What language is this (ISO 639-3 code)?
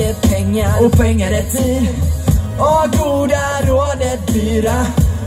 swe